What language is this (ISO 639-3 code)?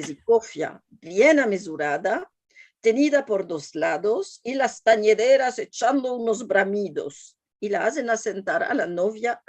lad